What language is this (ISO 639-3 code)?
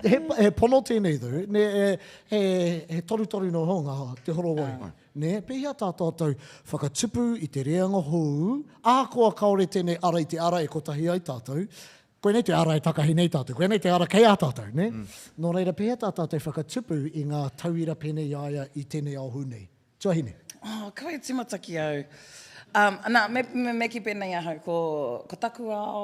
mri